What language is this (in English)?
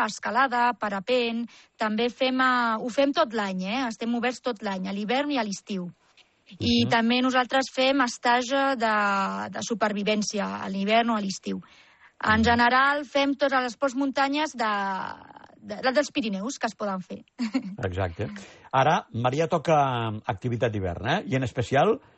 Catalan